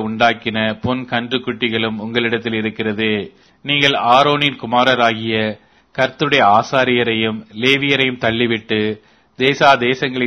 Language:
Tamil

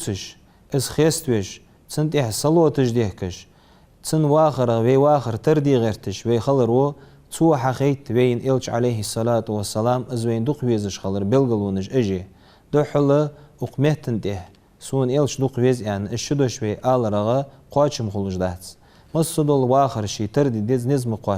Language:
Ingush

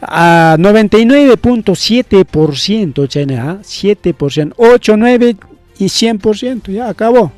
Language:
Ayacucho Quechua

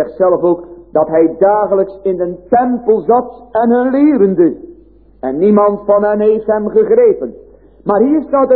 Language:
Dutch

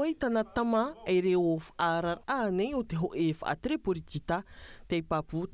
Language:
Tahitian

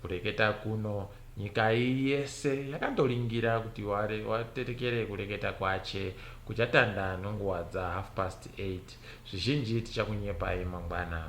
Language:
Ndau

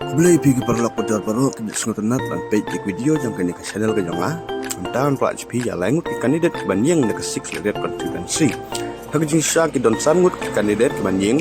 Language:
Khasi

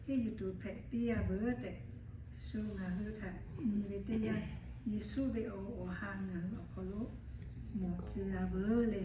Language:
Lahu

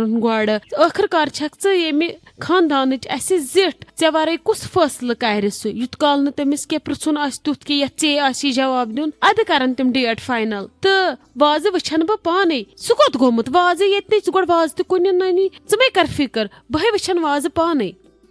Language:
Kashmiri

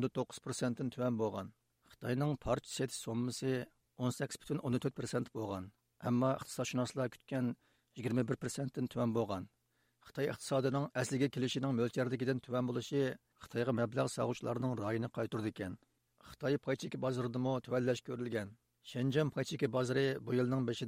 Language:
Uyghur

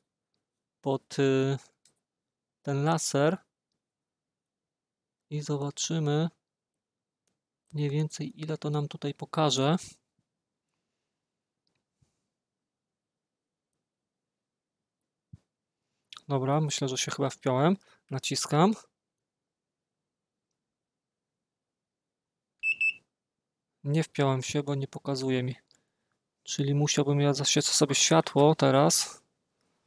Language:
Polish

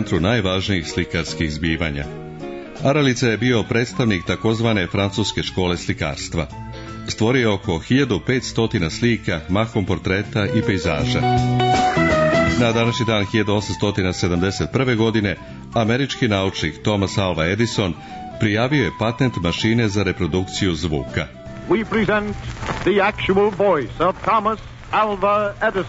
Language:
Serbian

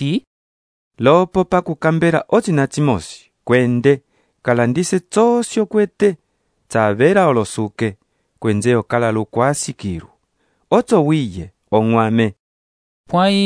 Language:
Umbundu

